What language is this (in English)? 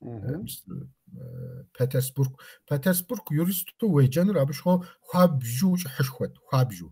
Kabardian